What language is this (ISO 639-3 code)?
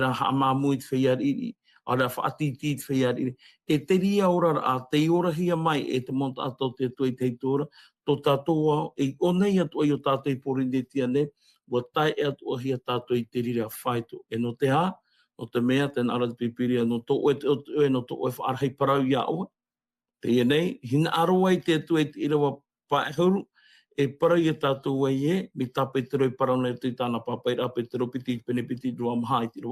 tah